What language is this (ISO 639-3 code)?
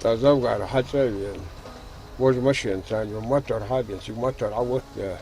inh